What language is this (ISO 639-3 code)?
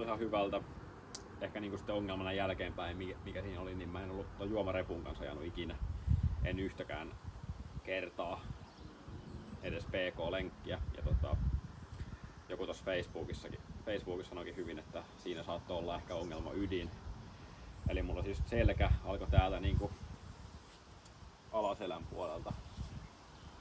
fin